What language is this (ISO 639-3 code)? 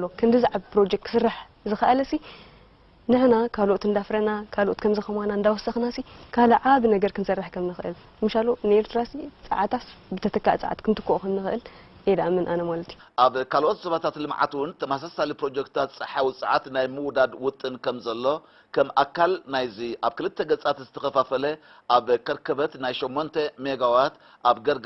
tir